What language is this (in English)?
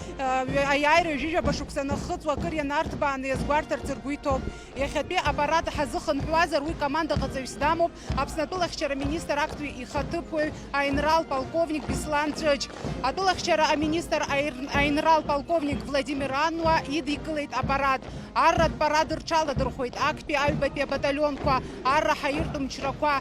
Abkhazian